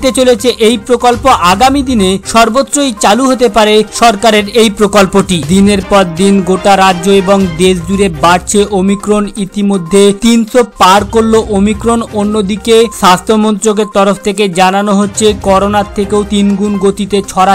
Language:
Bangla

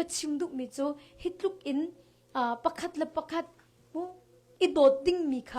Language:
Hakha Chin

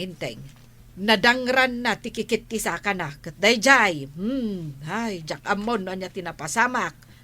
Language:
Iloko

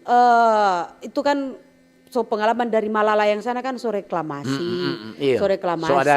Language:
Manado Malay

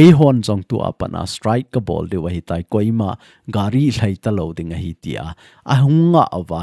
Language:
Thado Chin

